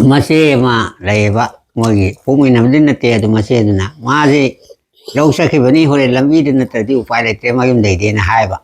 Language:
Manipuri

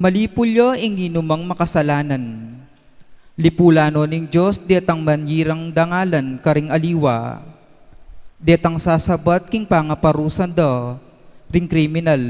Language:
Pampanga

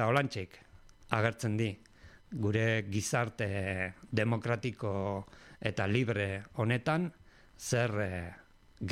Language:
Basque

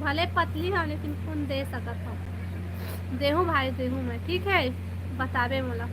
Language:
Chhattisgarhi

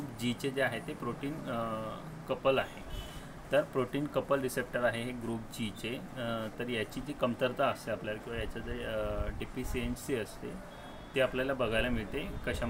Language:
Marathi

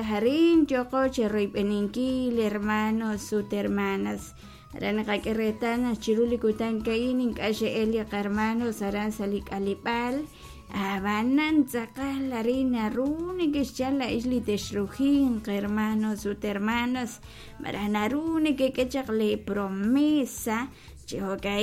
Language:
Kekchí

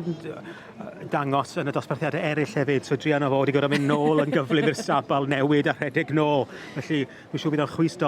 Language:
Welsh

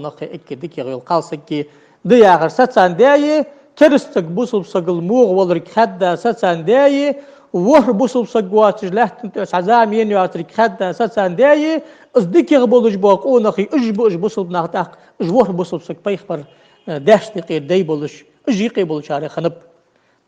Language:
Ingush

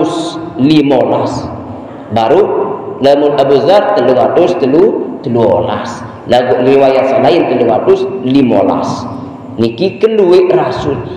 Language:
Sasak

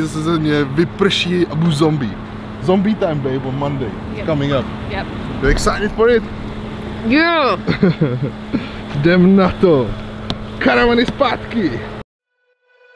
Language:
Czech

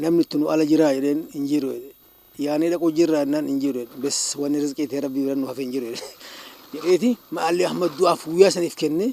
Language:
Oromo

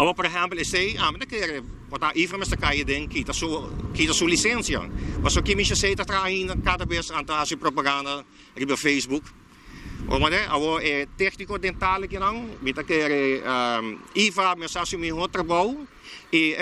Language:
Papiamento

